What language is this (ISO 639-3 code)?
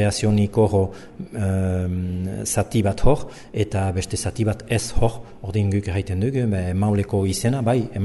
eus